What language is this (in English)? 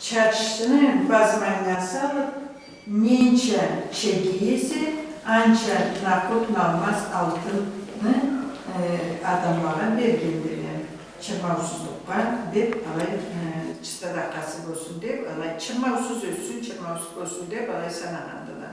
Karachay-Balkar